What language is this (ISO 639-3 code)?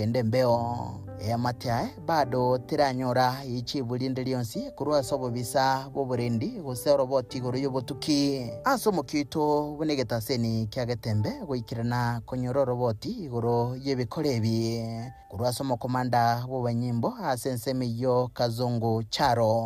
guz